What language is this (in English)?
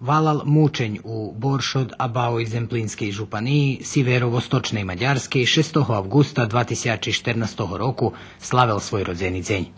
Rusyn